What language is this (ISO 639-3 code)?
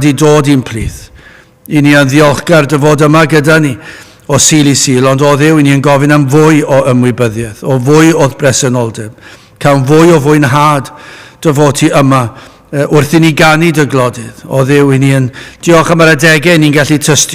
cym